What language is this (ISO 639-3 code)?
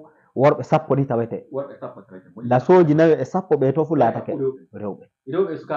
ful